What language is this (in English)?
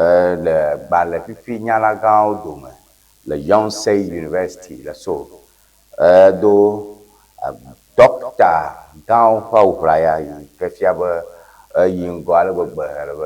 Ewe